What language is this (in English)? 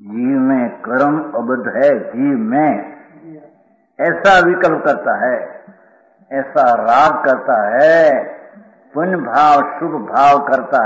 Hindi